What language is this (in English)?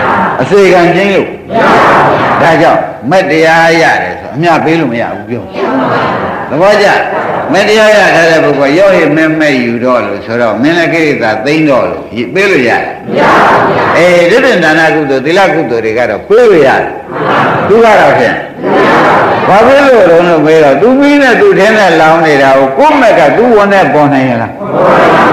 Burmese